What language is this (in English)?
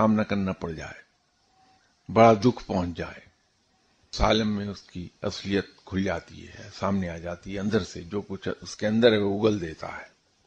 Urdu